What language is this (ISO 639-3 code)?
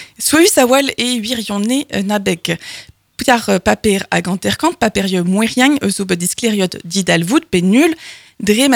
bre